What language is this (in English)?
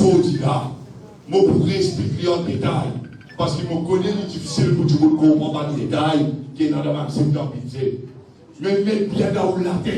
Morisyen